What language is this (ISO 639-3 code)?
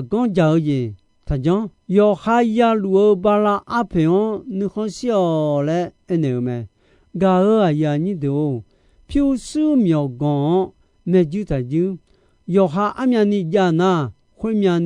ahk